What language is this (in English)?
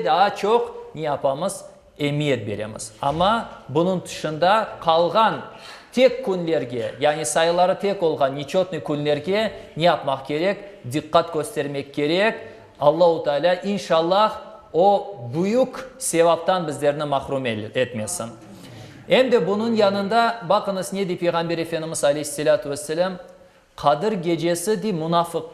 Crimean Tatar